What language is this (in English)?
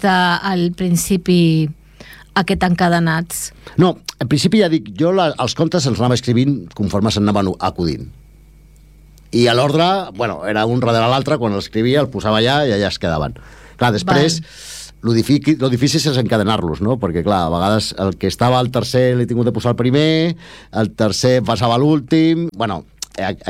Catalan